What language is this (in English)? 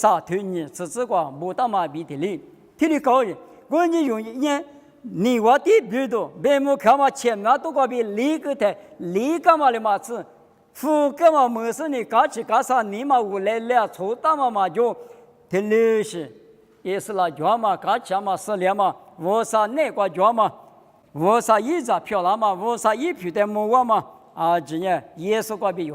Lisu